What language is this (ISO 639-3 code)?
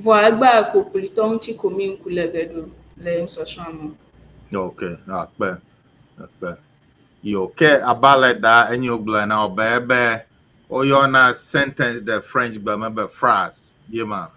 ewe